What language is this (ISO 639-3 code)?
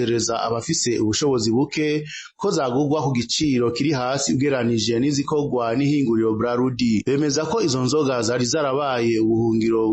run